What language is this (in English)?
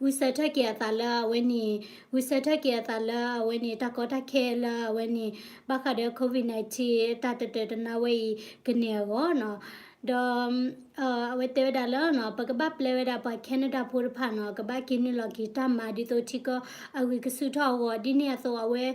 S'gaw Karen